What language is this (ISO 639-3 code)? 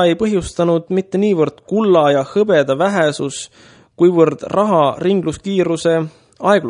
est